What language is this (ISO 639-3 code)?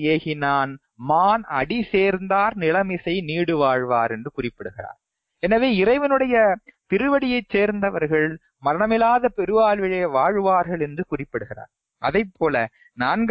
tam